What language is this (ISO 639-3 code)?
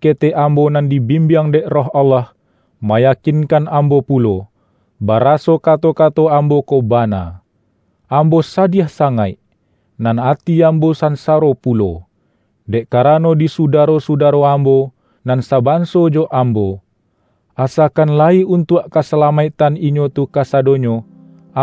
min